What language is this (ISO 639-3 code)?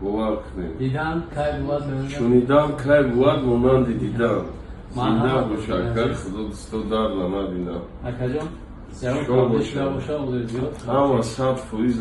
tgk